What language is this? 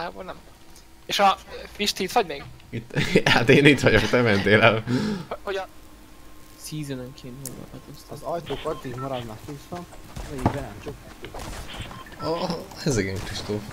Hungarian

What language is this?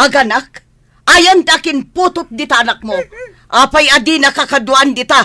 Iloko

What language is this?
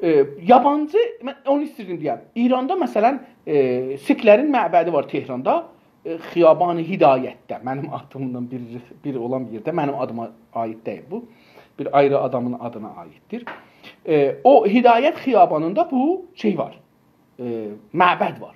South Azerbaijani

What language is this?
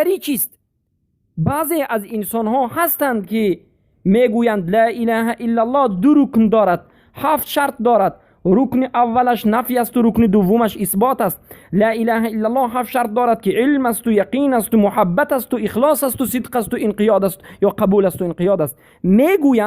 Persian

